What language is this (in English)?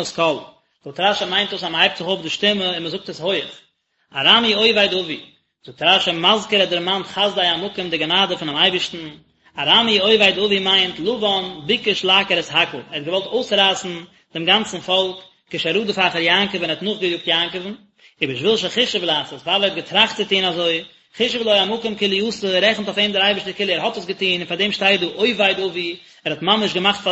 Yiddish